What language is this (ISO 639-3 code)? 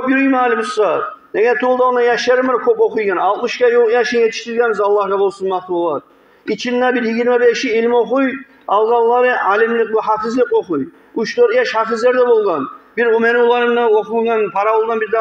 kum